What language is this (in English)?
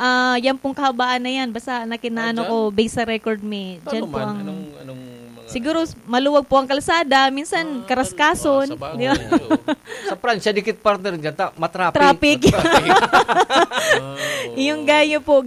Bikol